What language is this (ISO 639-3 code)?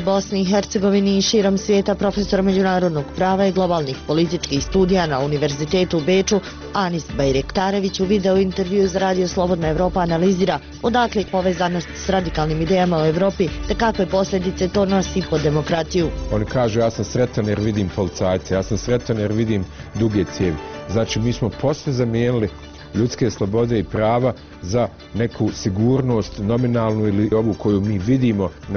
bos